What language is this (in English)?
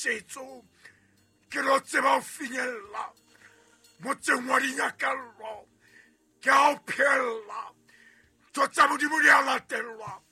Southern Sotho